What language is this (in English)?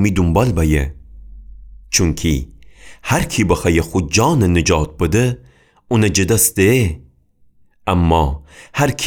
Gilaki